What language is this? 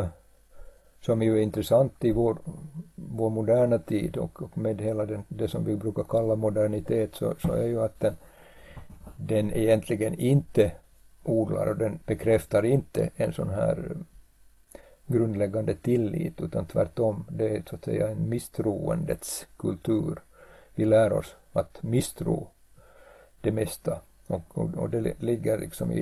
Swedish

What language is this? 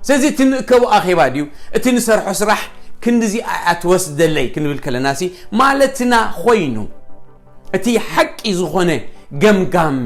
Tigrinya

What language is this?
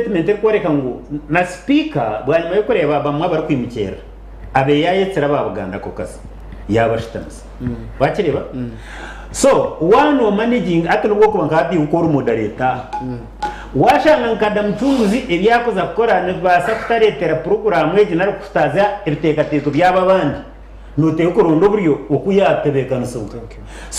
Nyankole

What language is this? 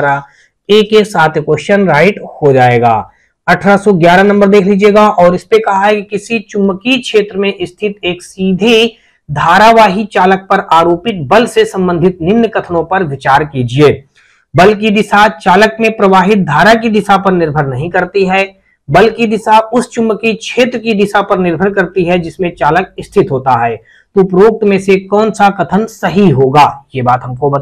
Hindi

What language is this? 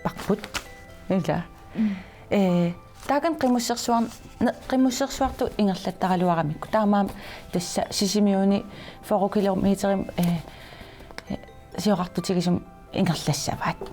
Kalaallisut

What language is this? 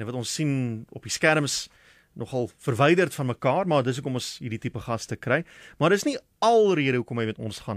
Afrikaans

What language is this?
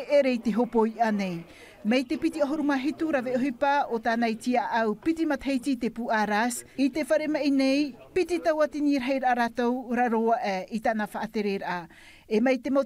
Tahitian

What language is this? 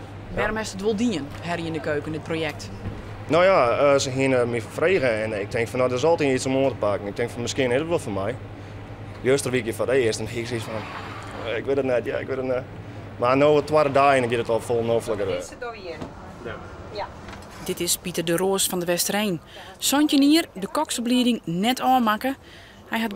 Western Frisian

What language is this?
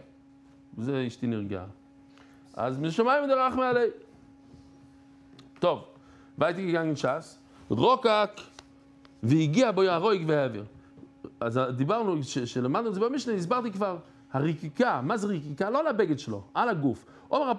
Hebrew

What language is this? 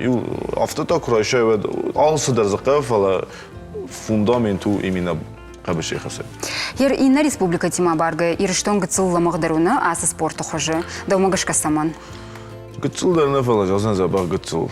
Ossetic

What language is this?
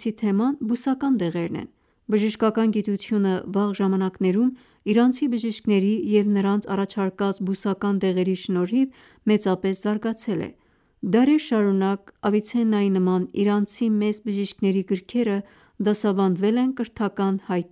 Armenian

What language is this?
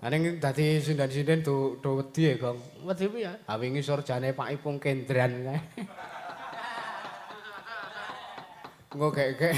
Javanese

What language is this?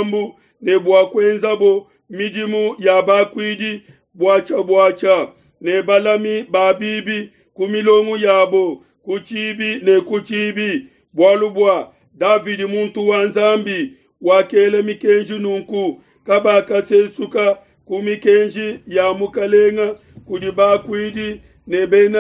Luba-Lulua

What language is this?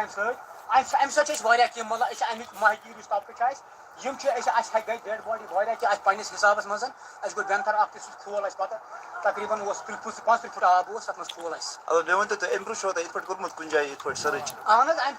Kashmiri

